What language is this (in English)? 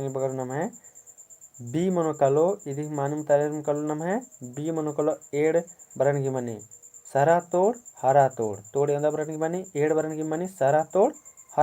Kurukh